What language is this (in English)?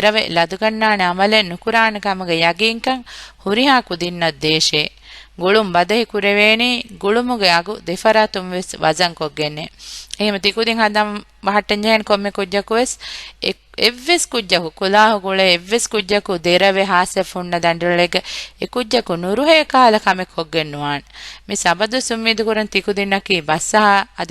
Divehi